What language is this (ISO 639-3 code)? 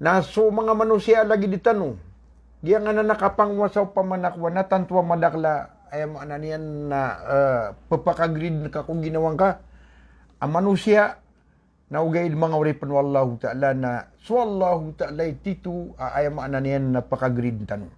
mrw